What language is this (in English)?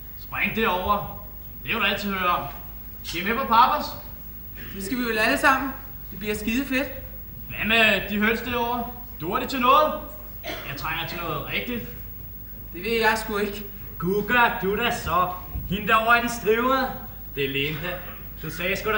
Danish